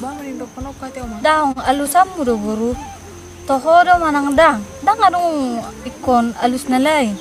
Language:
Batak Toba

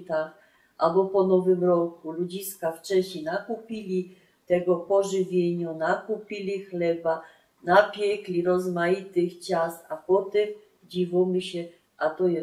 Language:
Silesian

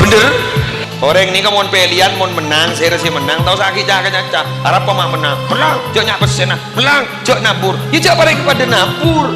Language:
Madurese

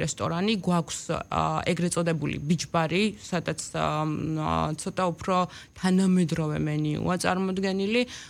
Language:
Georgian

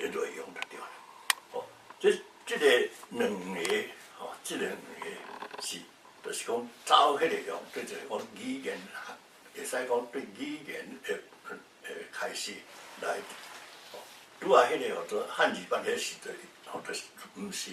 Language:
Min Nan Chinese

